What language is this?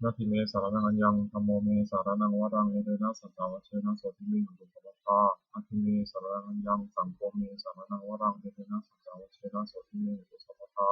Pali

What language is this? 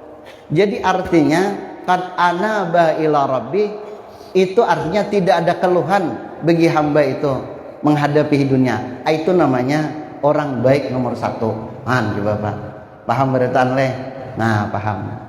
Banjar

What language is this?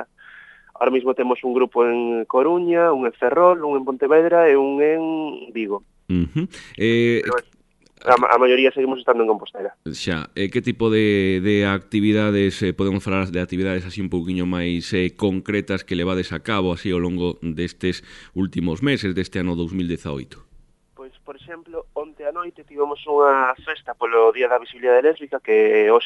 Galician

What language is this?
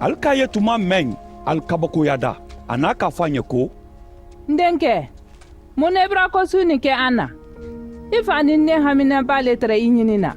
Mandingo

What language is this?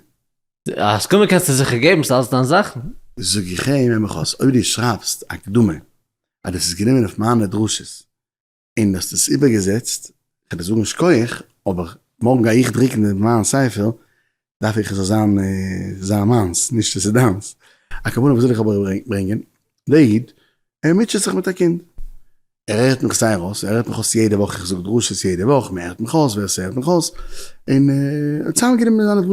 Yiddish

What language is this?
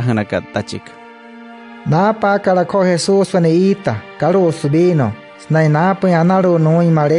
Wayuu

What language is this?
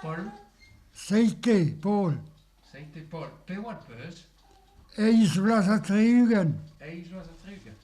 Breton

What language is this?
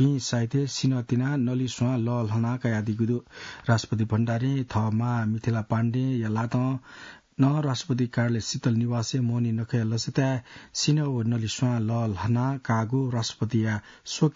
Newari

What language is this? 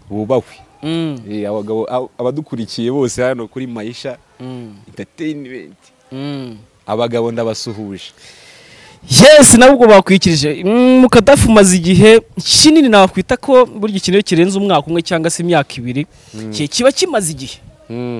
Kinyarwanda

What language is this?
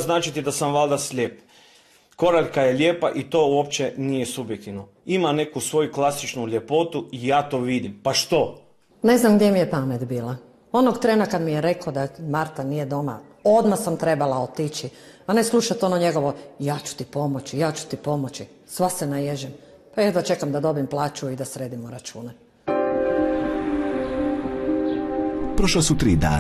Croatian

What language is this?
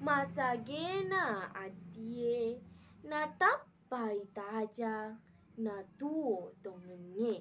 Buginese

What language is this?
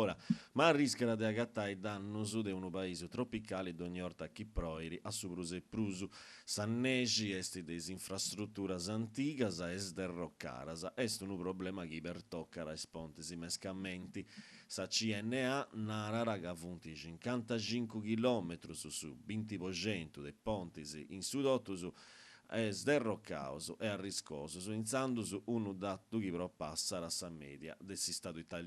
Sardinian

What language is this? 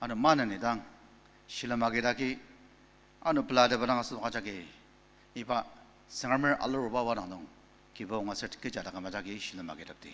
Ao Naga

